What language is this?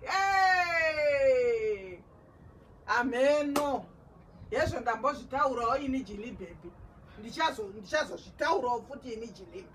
Shona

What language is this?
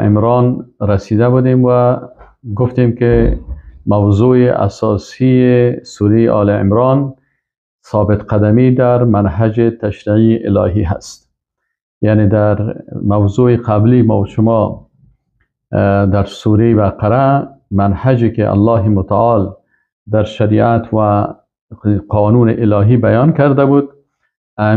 Persian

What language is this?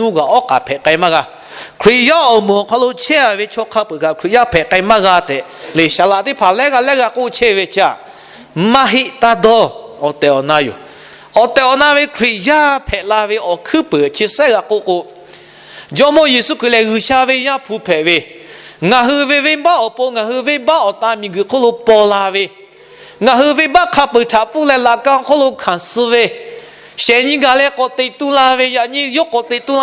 Lahu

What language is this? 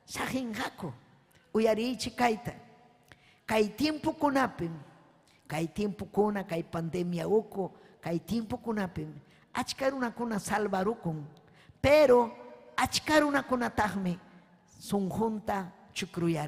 Ayacucho Quechua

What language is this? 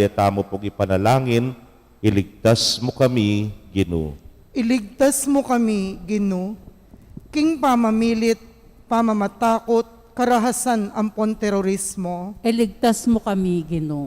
Pampanga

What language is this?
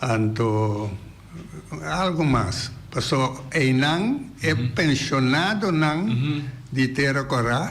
Papiamento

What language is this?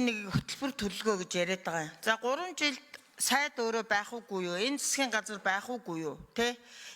Mongolian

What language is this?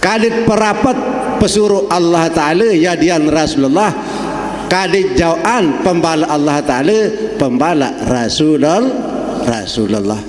Sasak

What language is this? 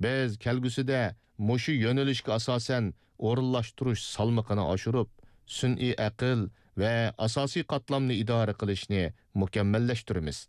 Uyghur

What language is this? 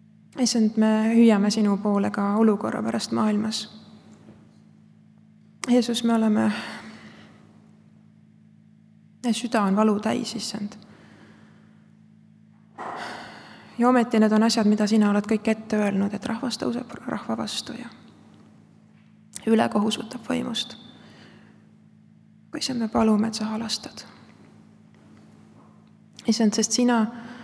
Estonian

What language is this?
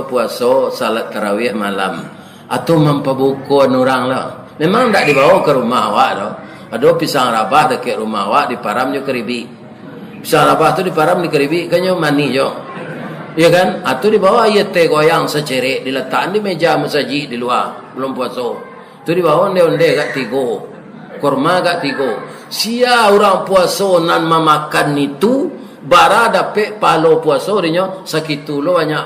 Minangkabau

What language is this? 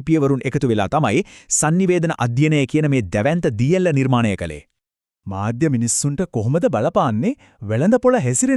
Sinhala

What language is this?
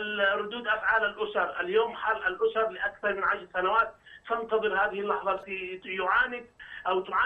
Arabic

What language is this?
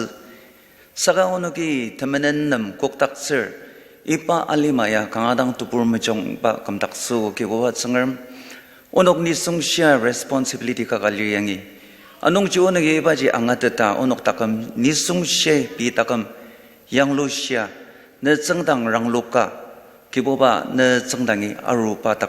Ao Naga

